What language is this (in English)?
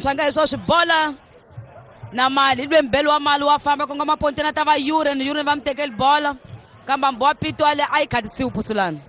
Tsonga